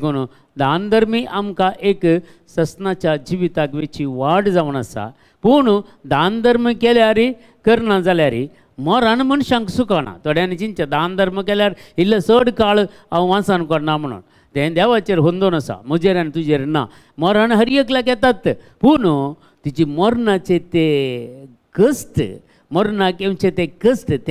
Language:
Konkani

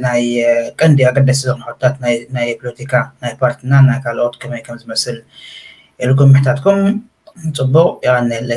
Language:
Tigrinya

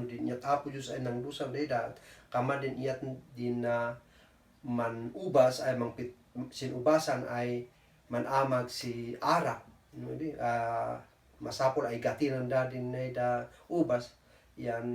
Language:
Kankanaey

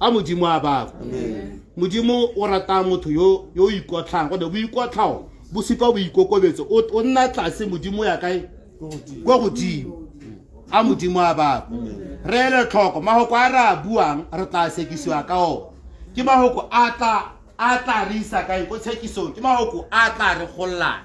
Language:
Tswana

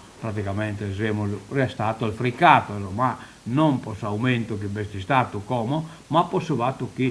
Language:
Sardinian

